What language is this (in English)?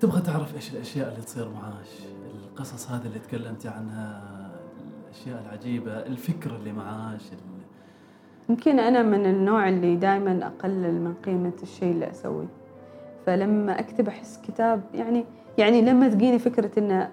Gulf Arabic